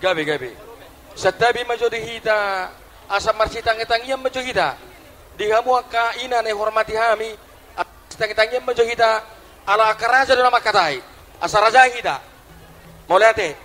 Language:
Batak Toba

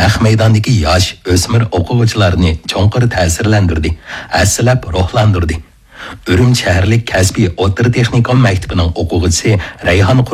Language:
Uyghur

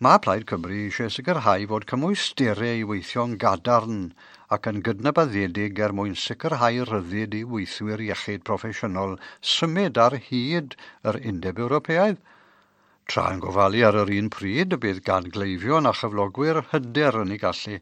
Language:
Welsh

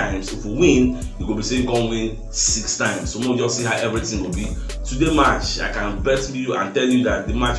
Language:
Nigerian Pidgin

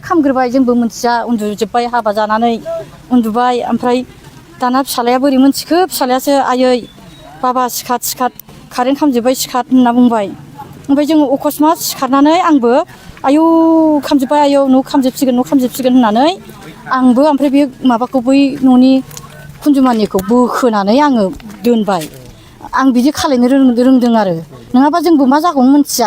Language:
Bodo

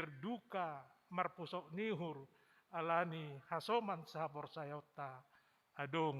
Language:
Batak Simalungun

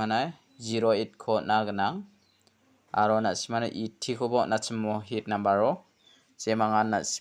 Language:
Garo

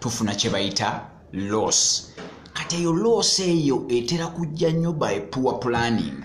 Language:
Ganda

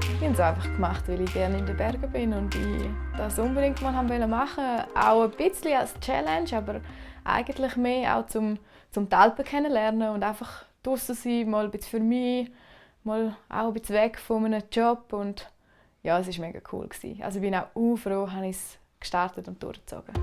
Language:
Romansh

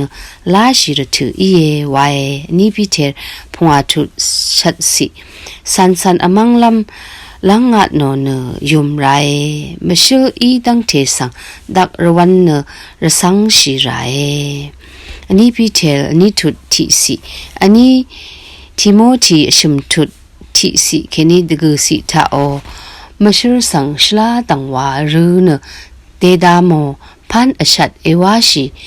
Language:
Rawang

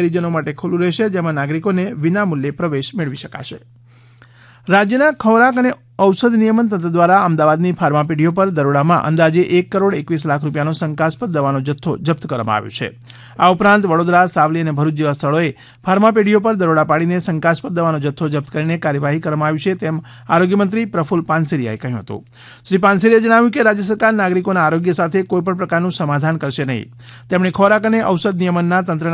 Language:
Gujarati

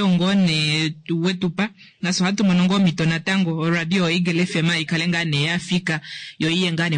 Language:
Kuanyama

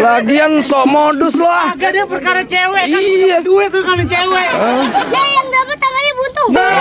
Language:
Betawi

